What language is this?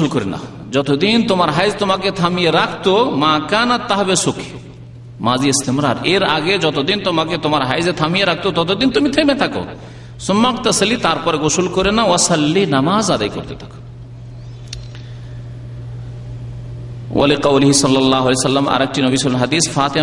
Bangla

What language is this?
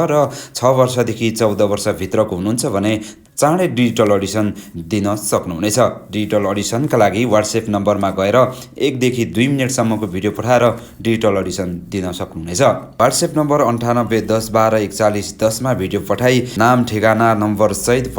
Nepali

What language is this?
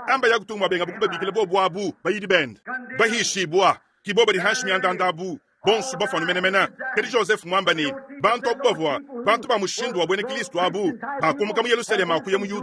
Luba-Lulua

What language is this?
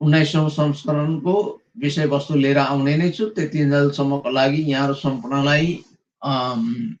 Nepali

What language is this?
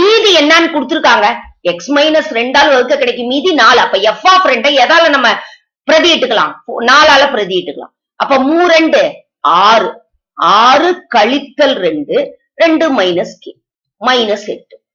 Tamil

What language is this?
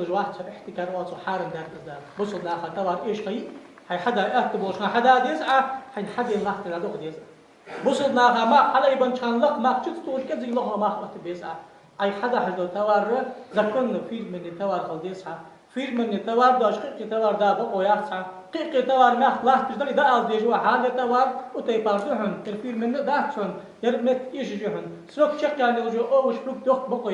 Ingush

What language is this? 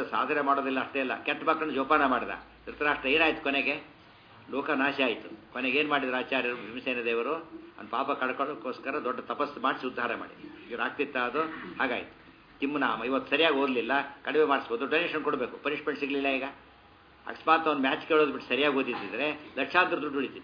Kannada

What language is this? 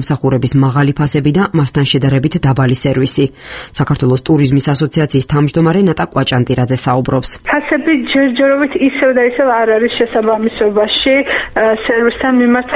Georgian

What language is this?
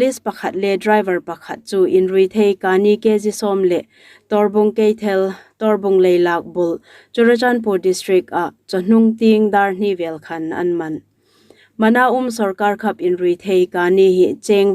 Hmar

